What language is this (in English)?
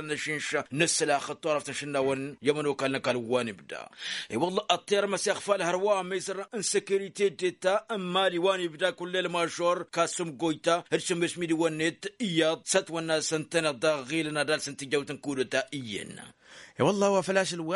Tamasheq